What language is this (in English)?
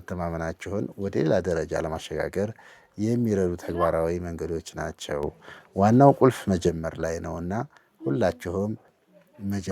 Amharic